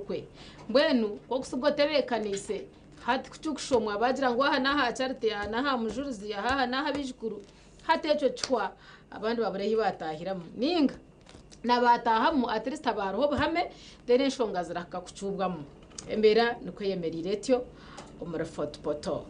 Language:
Nyankole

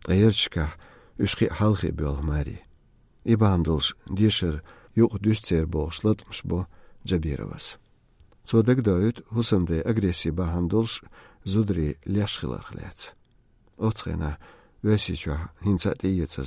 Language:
Chechen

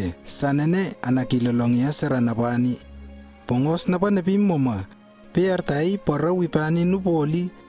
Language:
Lewo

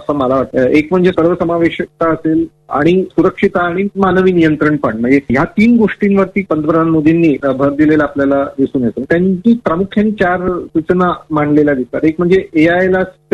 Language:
Marathi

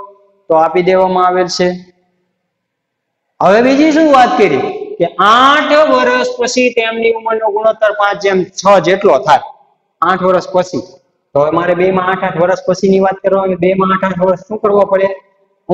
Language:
Gujarati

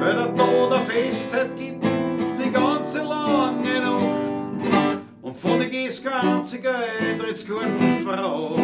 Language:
Bavarian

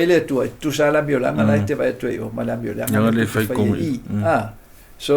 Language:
Samoan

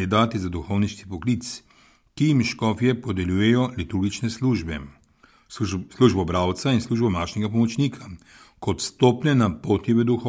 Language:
Slovenian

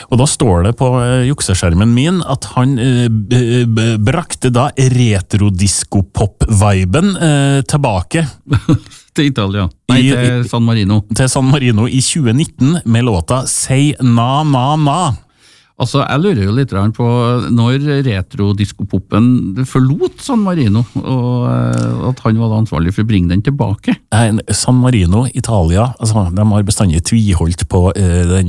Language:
Norwegian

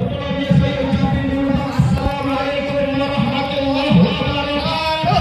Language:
Betawi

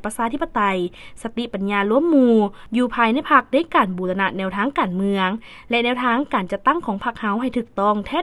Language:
Lao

